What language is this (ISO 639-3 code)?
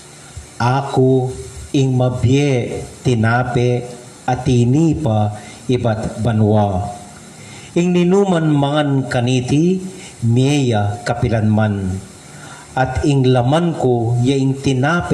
pam